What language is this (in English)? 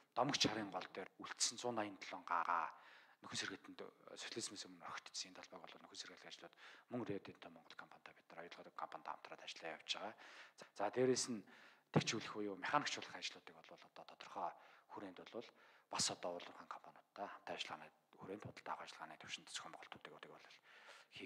Mongolian